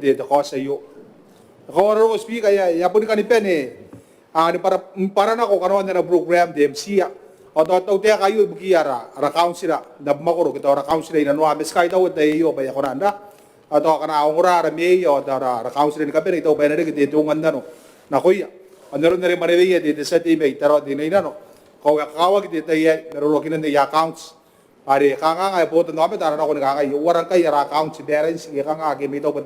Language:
Gilbertese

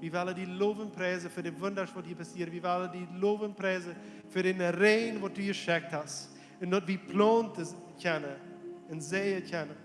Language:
Plautdietsch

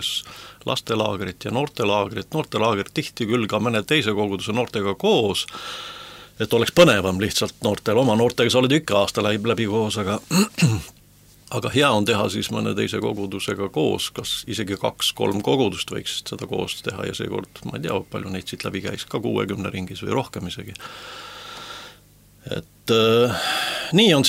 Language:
Estonian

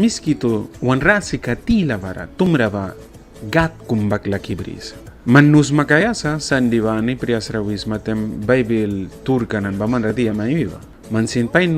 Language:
Mískito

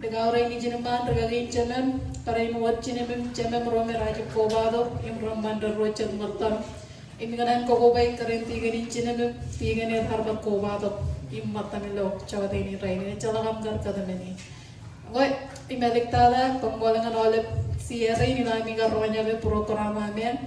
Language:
Marshallese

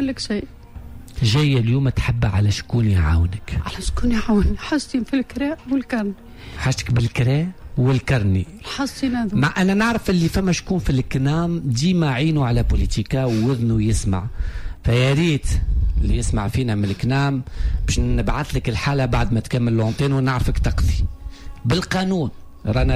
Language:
Tunisian Arabic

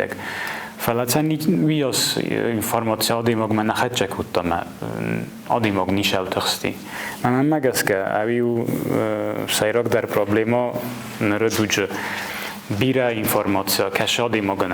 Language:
Ossetic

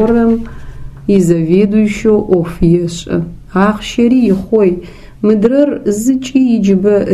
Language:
Adyghe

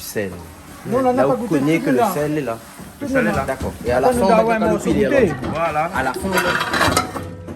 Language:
Réunion Creole French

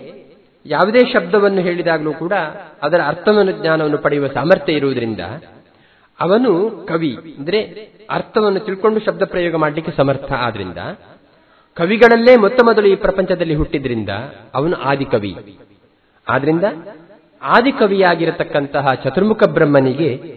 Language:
Kannada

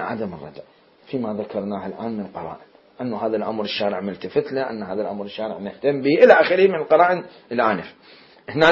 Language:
Mesopotamian Arabic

